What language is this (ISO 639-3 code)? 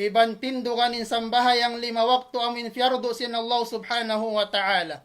tsg